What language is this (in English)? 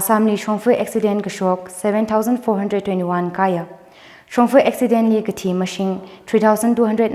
Tangkhul Naga (India)